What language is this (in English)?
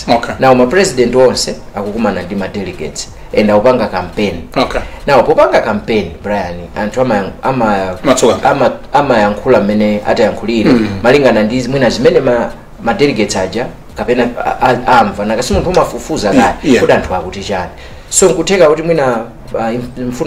Nyanja